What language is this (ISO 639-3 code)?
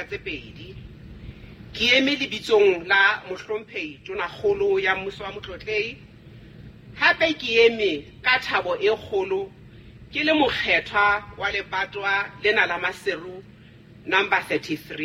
sot